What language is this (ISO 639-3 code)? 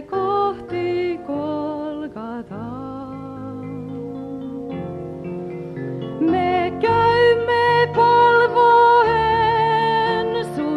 fin